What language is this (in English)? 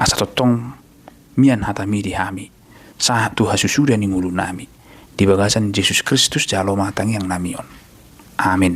Batak Toba